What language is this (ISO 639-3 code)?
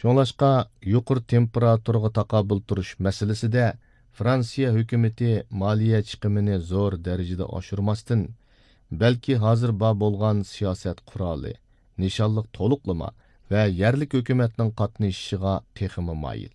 uig